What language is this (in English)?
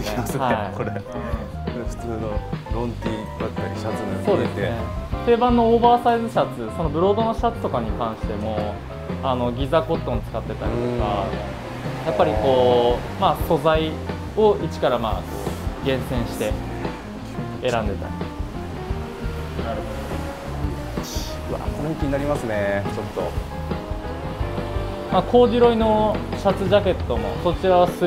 Japanese